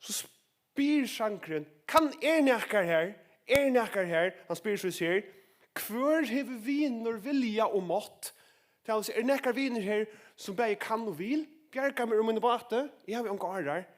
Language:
Faroese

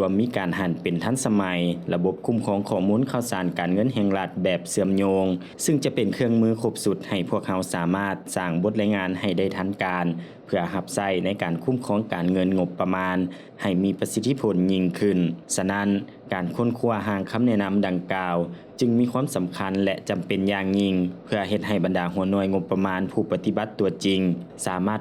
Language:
Lao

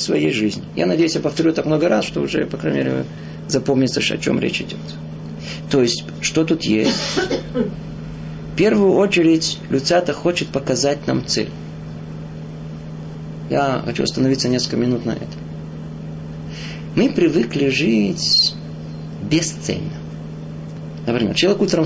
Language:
Russian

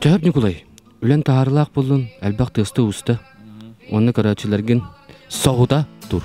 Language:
Yakut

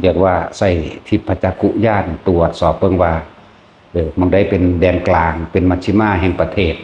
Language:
Northeastern Thai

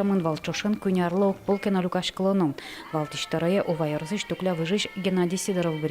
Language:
Udmurt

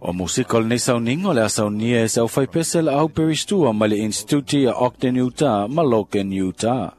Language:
Samoan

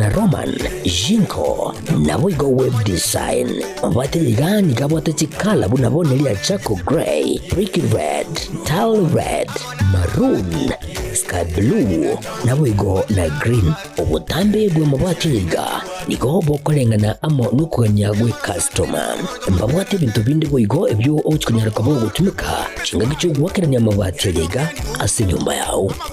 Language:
Gusii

